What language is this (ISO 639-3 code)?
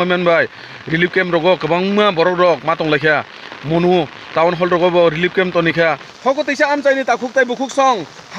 trp